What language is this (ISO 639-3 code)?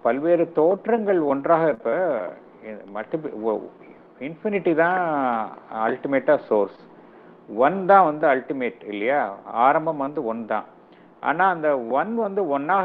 tam